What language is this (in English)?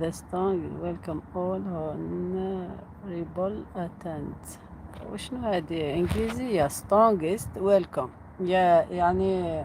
Algerian Arabic